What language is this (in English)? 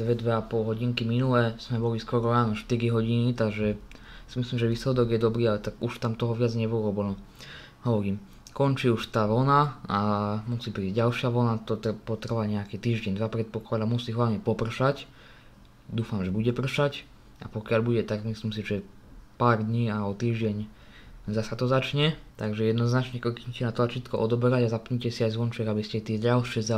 Slovak